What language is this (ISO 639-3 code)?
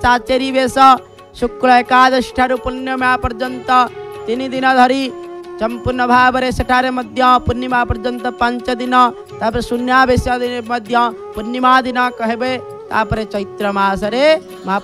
ori